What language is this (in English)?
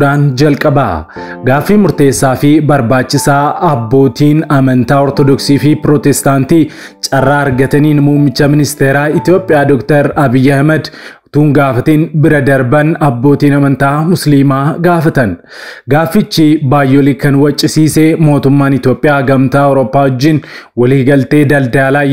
Oromo